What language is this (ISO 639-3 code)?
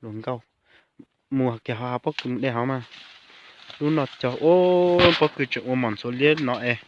hmn